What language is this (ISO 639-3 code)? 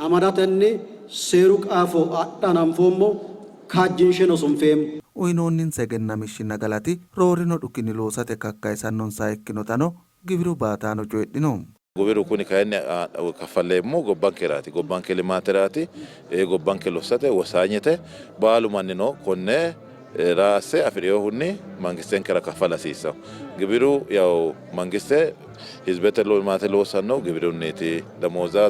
sid